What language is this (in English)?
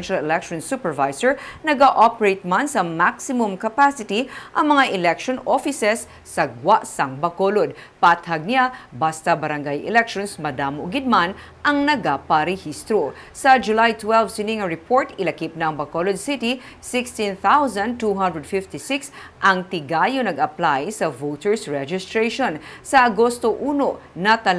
Hiligaynon